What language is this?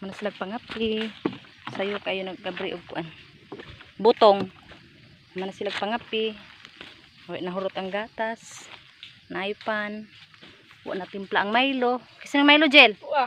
Cebuano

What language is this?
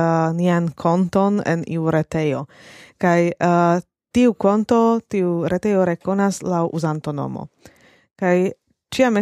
Esperanto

